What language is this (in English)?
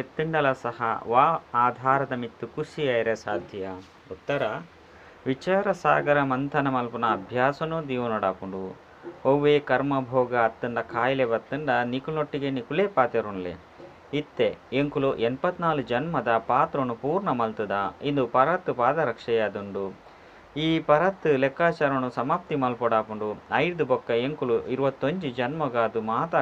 Tulu